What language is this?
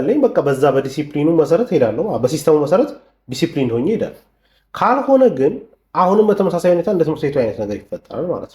Amharic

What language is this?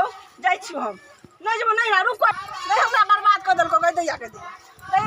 Maithili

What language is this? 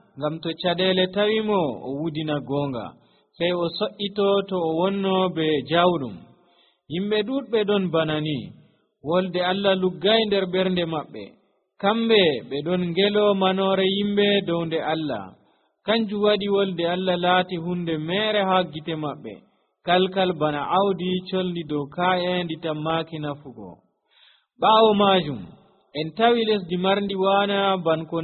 Nigerian Fulfulde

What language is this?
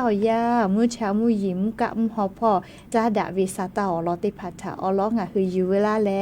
Lahu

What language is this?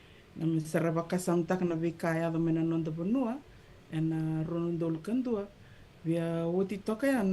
Fijian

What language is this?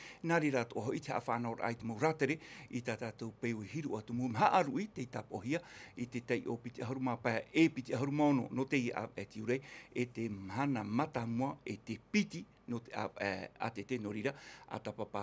Tahitian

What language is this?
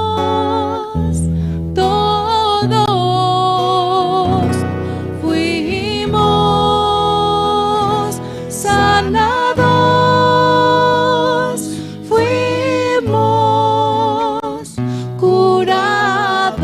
Aymara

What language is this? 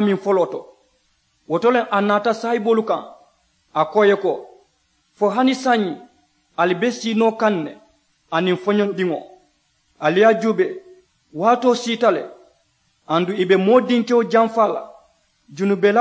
Mandingo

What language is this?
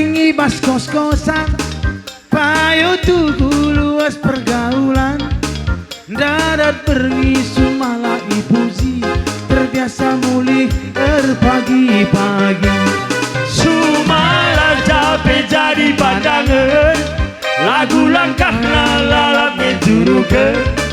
Batak Karo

